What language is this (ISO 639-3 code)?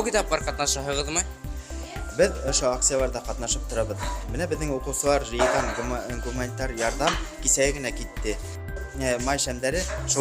bak